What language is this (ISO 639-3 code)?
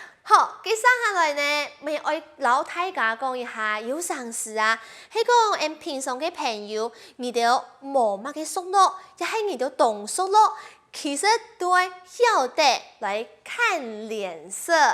hak